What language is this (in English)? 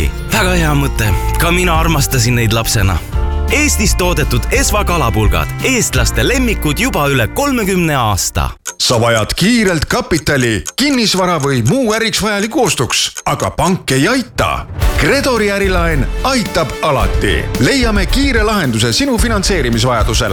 Estonian